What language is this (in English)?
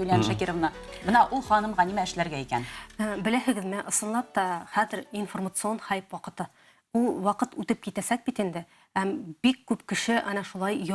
Bashkir